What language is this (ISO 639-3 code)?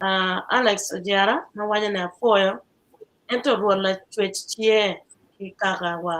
ach